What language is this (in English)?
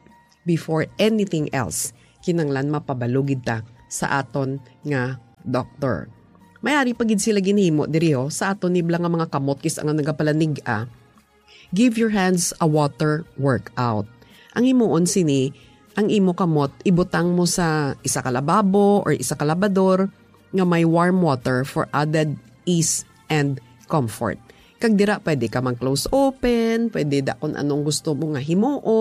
Hiligaynon